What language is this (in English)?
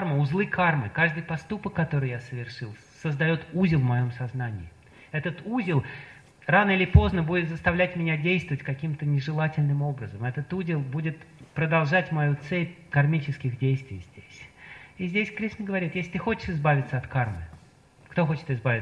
Russian